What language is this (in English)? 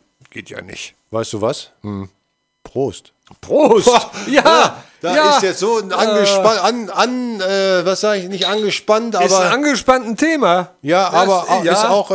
German